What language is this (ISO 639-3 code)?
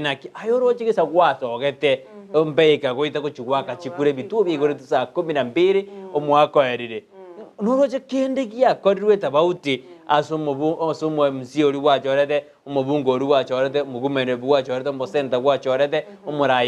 guz